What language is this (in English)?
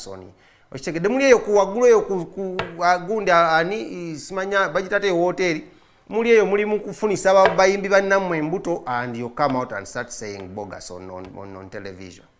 Ganda